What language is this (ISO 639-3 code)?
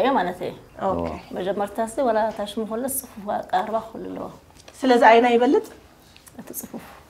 tir